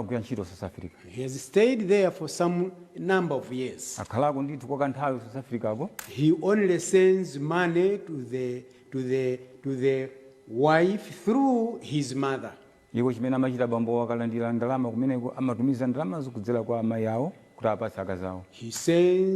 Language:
Nyanja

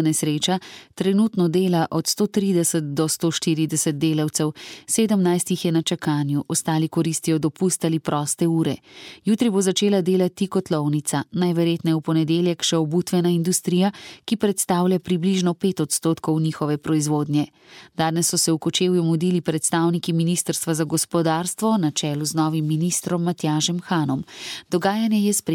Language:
Slovenian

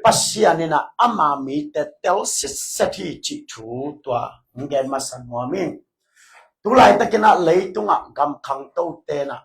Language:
Tedim Chin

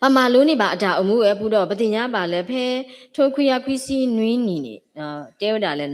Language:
S'gaw Karen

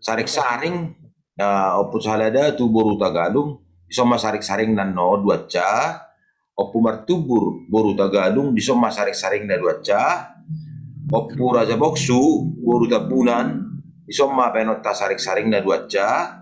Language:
Batak Toba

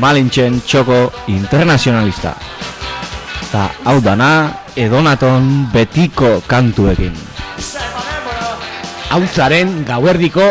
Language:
Basque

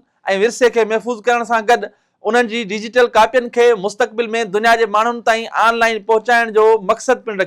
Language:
Sindhi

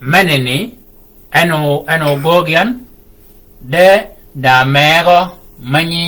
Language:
Shilluk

